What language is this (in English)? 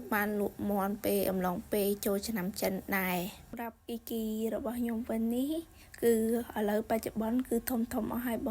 Khmer